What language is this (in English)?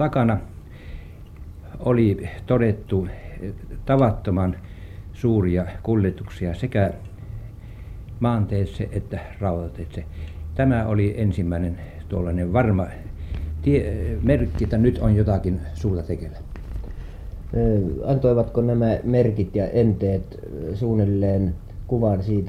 Finnish